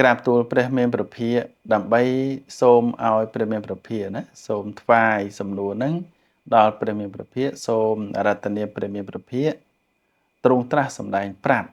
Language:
Khmer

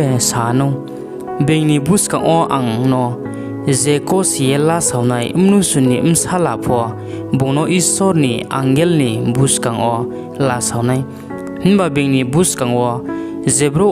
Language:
Riang (India)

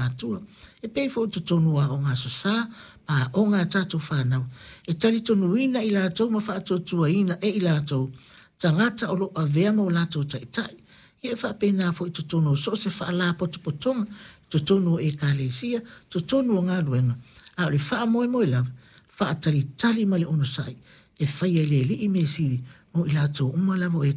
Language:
Samoan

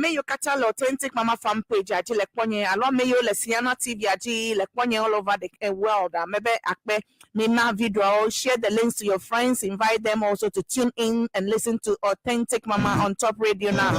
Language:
Ewe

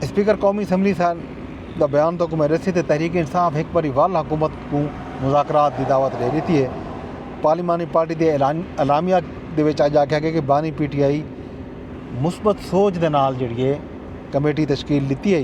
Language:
Saraiki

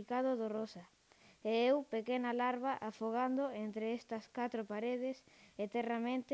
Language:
Galician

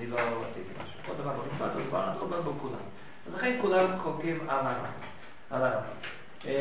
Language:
Hebrew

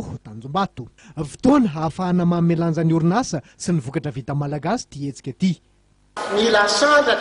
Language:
Malagasy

